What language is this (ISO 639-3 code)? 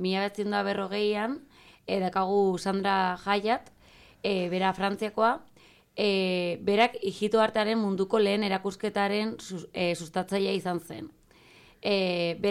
eus